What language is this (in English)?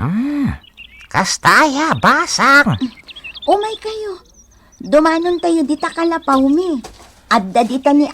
Iloko